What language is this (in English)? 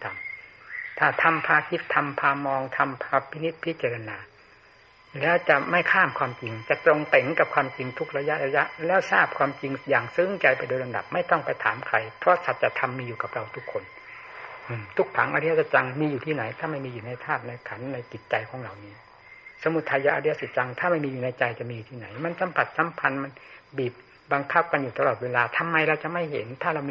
Thai